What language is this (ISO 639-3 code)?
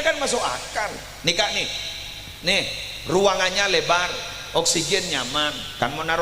mad